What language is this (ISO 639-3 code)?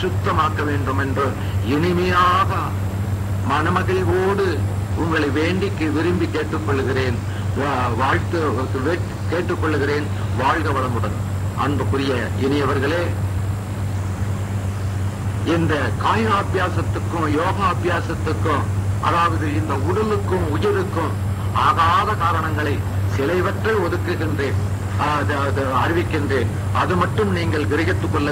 tam